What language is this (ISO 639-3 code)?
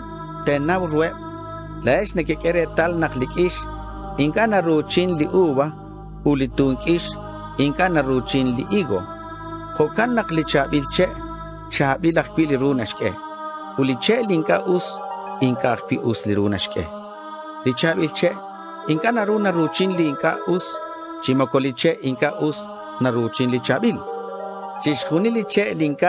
kek